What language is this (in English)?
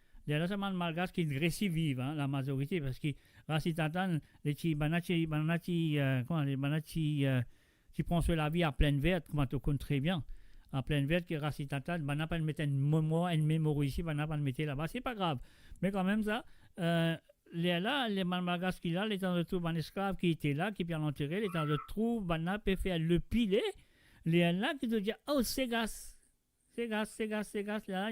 Morisyen